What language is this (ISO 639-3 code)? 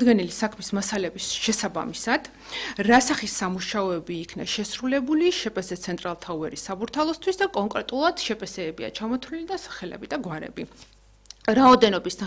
kat